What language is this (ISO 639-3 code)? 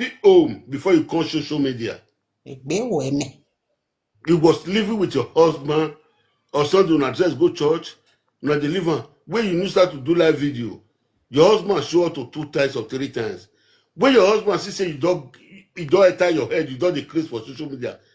pcm